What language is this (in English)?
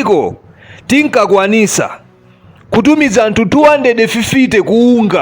Nyanja